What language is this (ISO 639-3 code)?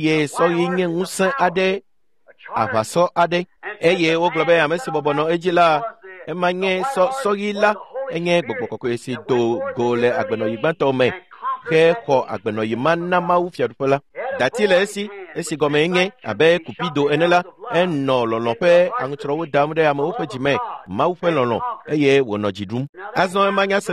ewe